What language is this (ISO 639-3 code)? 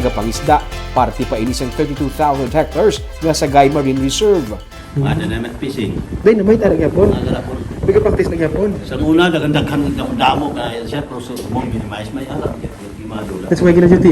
hil